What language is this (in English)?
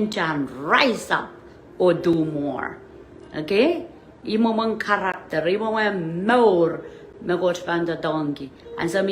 Pohnpeian